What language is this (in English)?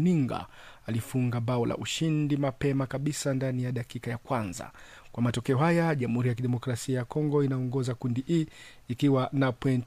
Swahili